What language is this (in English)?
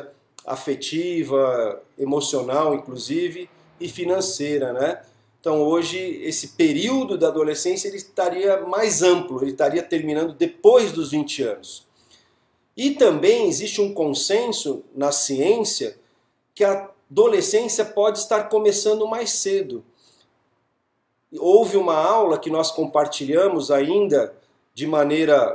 Portuguese